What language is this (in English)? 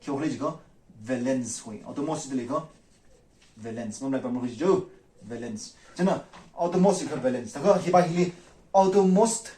Tangkhul Naga (India)